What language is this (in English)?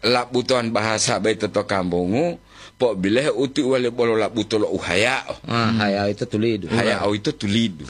Gorontalo